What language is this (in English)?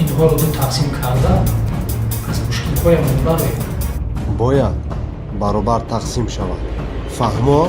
Tajik